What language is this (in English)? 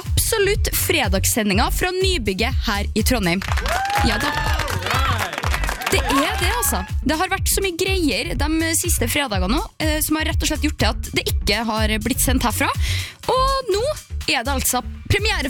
Norwegian